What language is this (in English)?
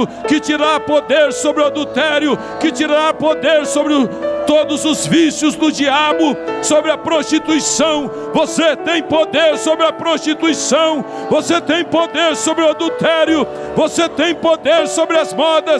Portuguese